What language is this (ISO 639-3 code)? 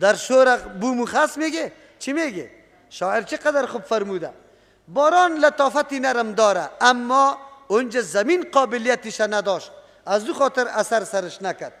fas